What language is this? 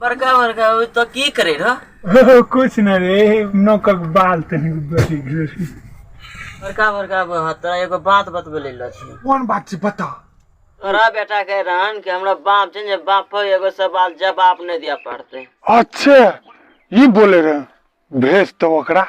Maithili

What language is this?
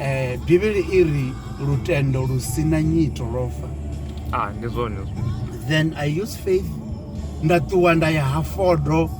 Venda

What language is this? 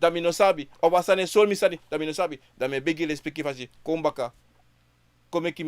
Sranan Tongo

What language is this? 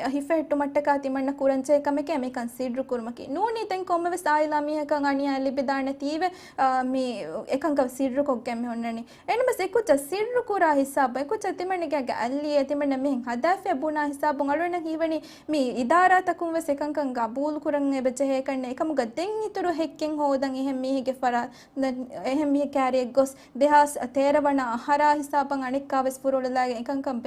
Divehi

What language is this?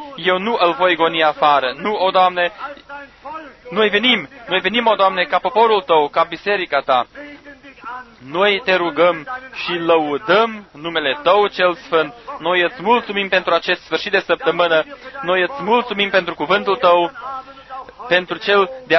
Romanian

